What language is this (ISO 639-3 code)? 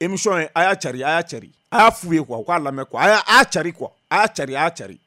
bam